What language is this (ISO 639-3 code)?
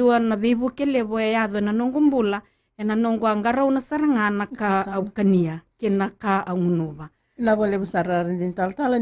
fij